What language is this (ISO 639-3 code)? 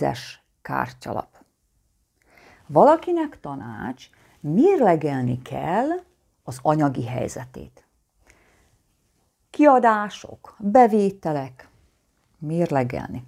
hun